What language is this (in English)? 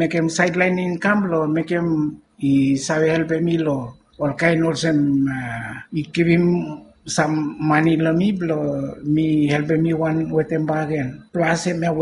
Bislama